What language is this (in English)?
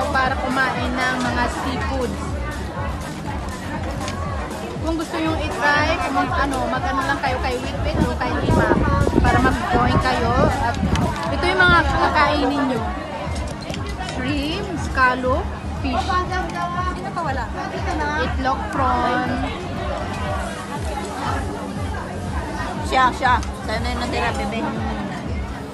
Filipino